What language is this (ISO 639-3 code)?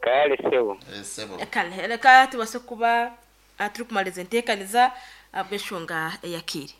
nyn